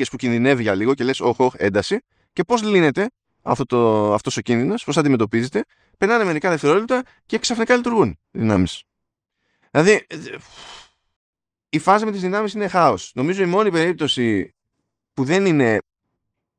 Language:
Greek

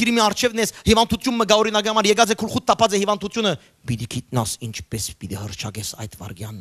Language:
Western Armenian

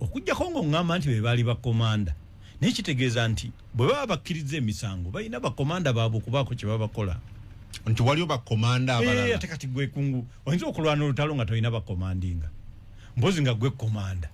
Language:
Ganda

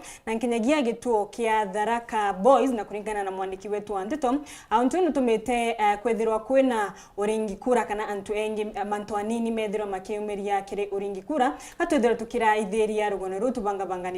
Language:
Meru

